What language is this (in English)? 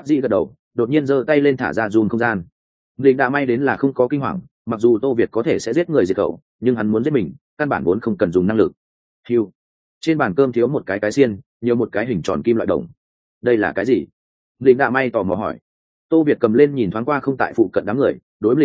Vietnamese